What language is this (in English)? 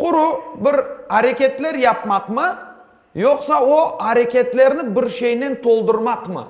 Crimean Tatar